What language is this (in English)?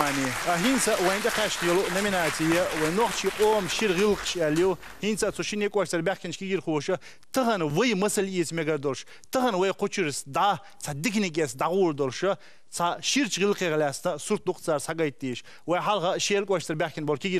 Chechen